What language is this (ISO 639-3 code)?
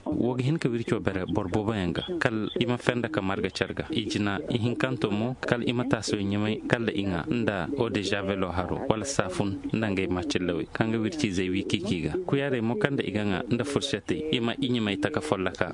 ses